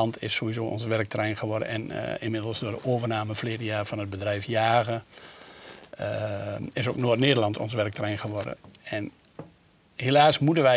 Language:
Dutch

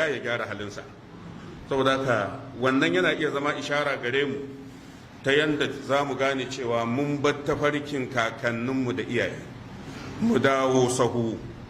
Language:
Hausa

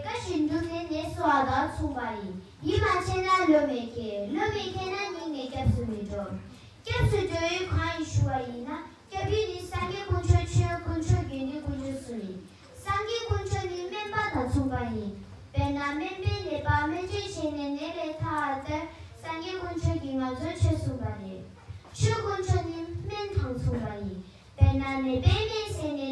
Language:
Tibetan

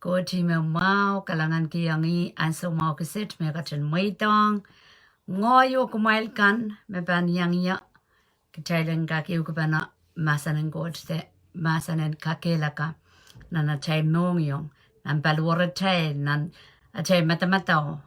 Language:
Pohnpeian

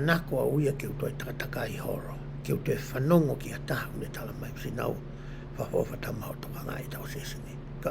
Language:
Tongan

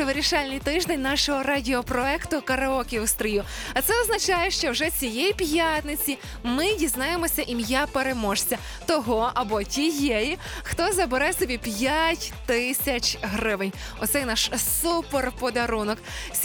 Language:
Ukrainian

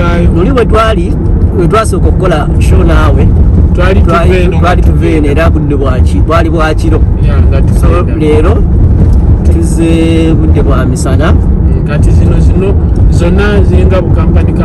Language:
Ganda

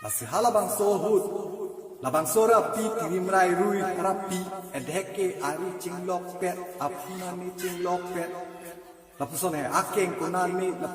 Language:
Karbi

